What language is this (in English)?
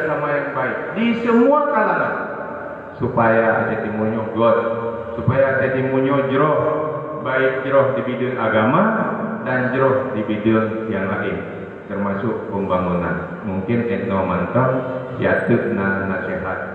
Achinese